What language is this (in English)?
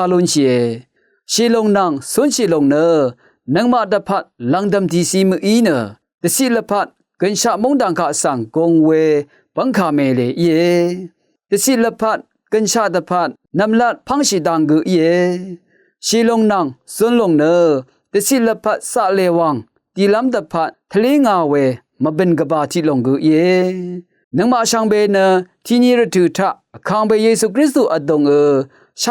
Rawang